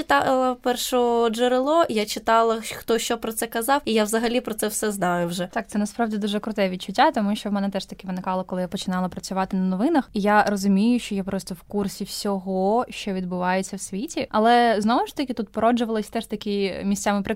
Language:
Ukrainian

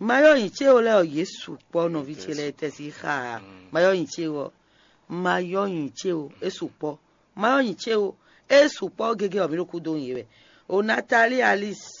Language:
Fon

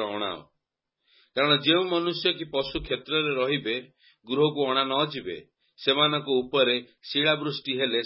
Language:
Odia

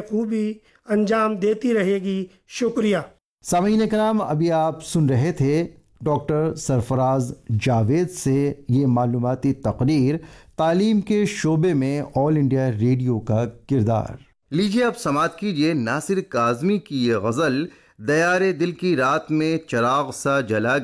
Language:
Urdu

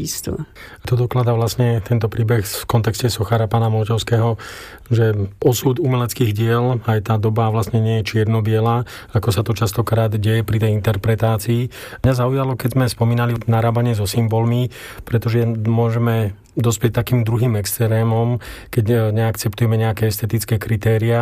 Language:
Slovak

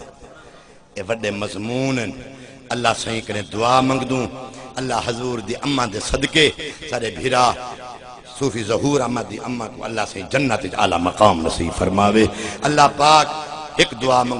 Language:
Saraiki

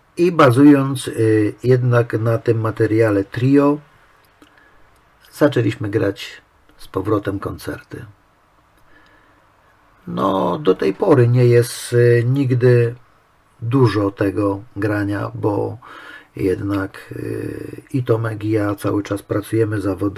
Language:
Polish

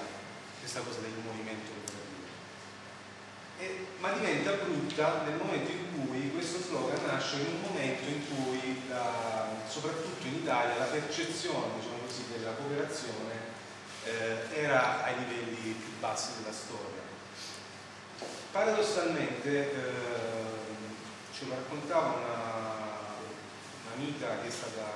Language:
Italian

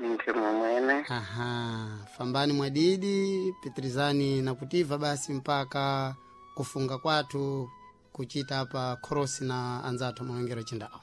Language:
Sena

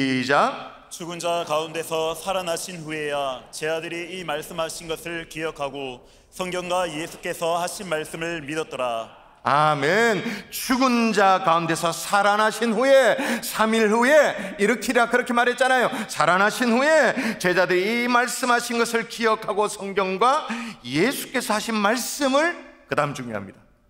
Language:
Korean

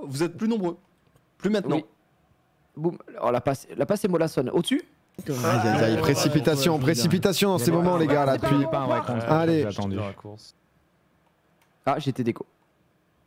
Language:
French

